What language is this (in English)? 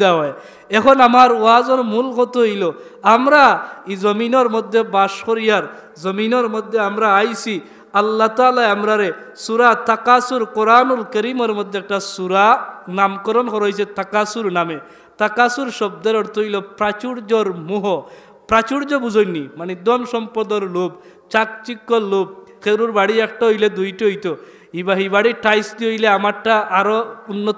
Sylheti